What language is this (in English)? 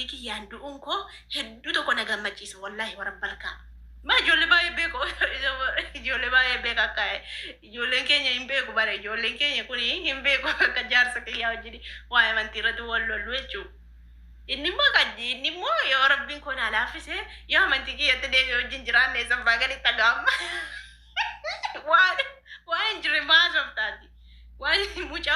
Oromo